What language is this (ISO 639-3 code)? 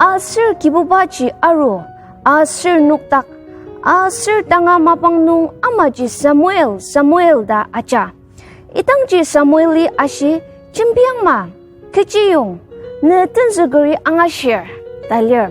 njo